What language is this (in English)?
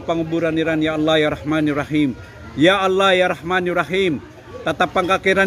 Maranao